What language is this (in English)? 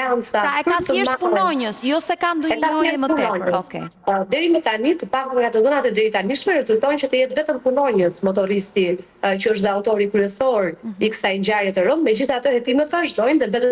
Albanian